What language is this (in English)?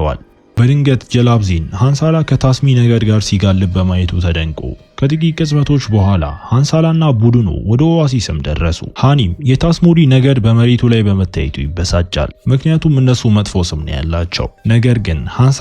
Amharic